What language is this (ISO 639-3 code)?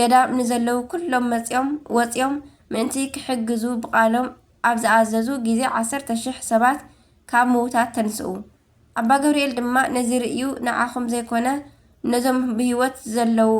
tir